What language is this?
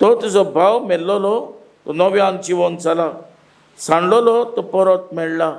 Konkani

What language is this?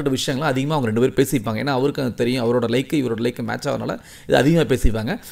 Tamil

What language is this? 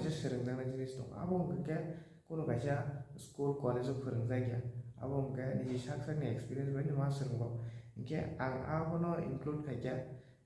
Kok Borok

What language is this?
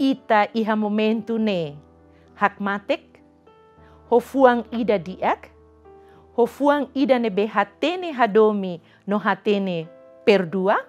Tetum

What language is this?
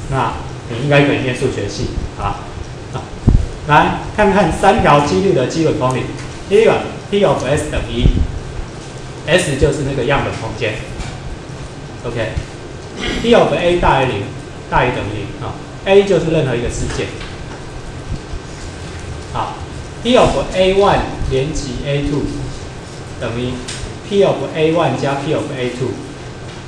Chinese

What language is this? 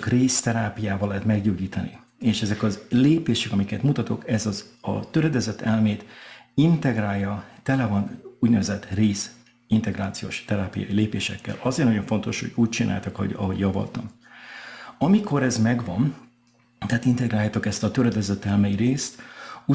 Hungarian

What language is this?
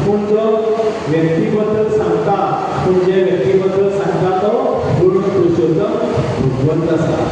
Konkani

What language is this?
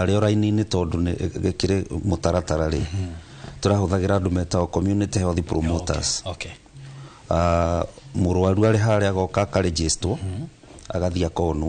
Kikuyu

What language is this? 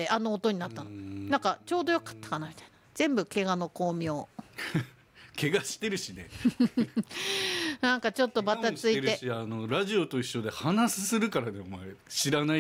Japanese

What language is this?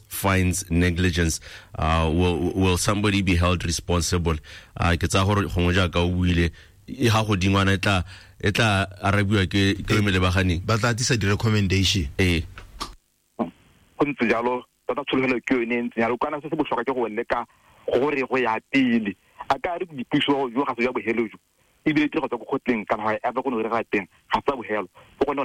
Tswana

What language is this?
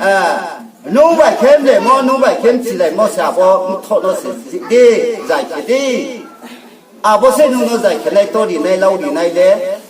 Riang (India)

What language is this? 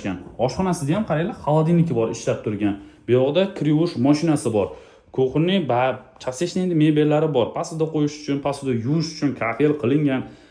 Uzbek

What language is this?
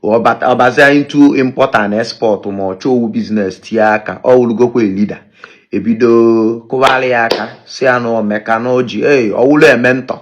Igbo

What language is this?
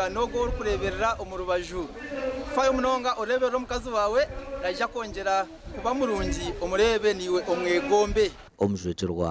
Nyankole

